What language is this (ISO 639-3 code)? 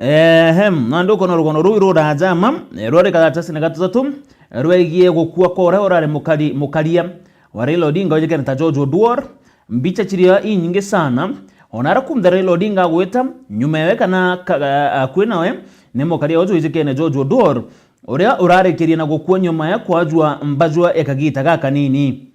mer